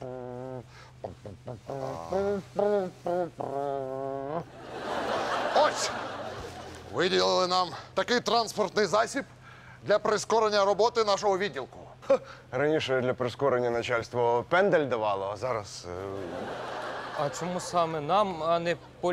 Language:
Ukrainian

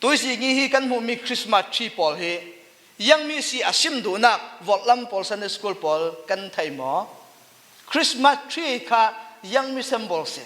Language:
Falam Chin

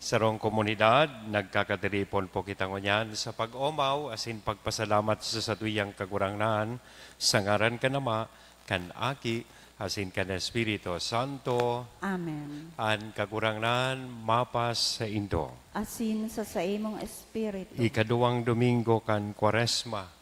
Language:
Bikol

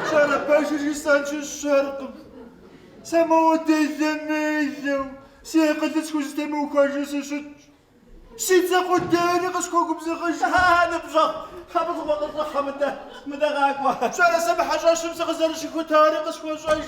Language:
Kabardian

